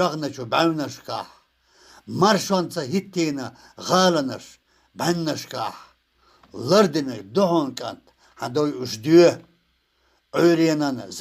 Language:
Chechen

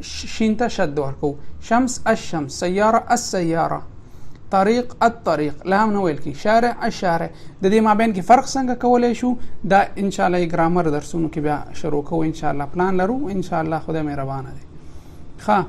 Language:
Pashto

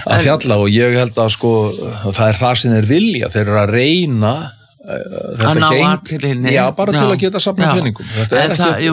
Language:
Icelandic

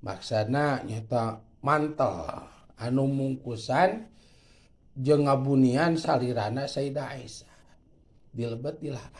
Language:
Sundanese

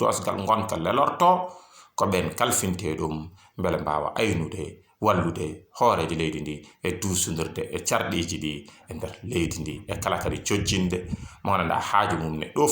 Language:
Fula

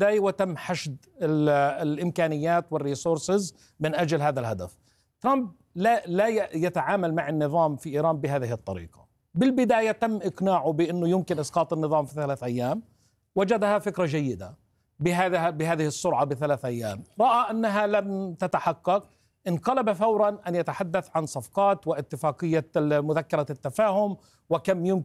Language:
Arabic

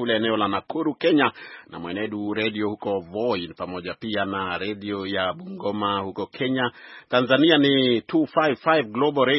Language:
Swahili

